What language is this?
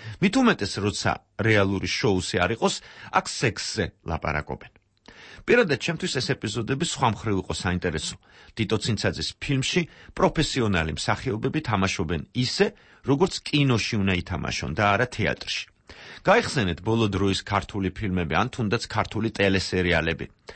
Georgian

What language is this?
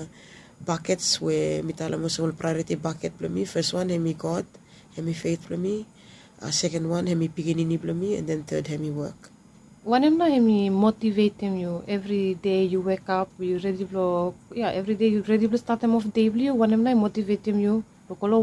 Bislama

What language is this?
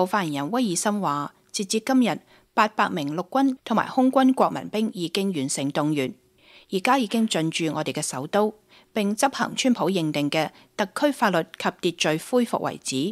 Cantonese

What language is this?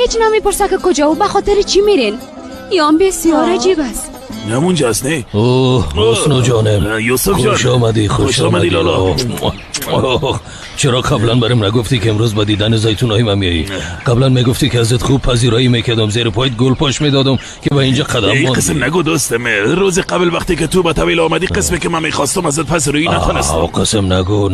Tajik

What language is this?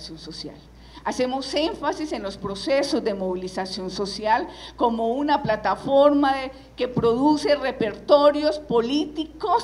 Spanish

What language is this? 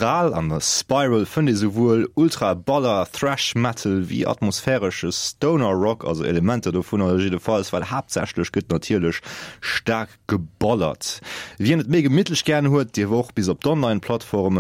Luxembourgish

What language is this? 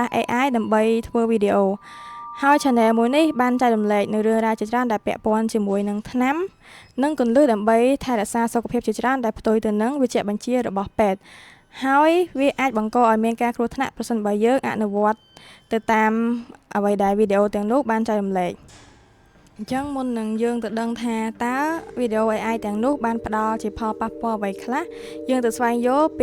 Khmer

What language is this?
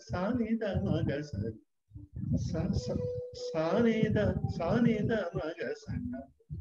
Telugu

